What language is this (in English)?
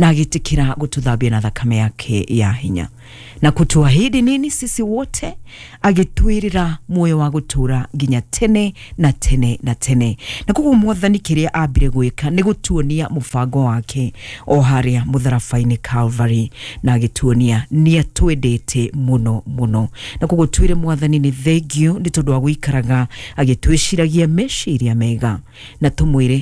Kikuyu